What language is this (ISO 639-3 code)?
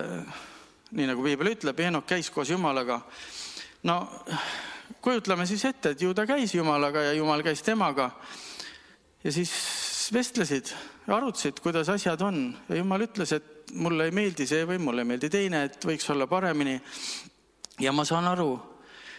est